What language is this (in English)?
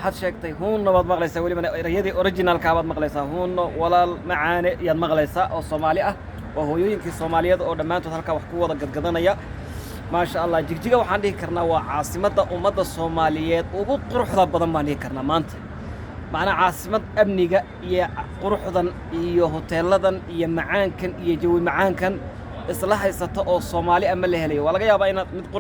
Somali